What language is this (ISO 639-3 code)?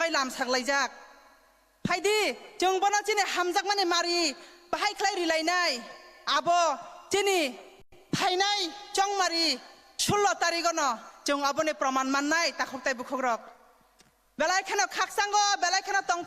trp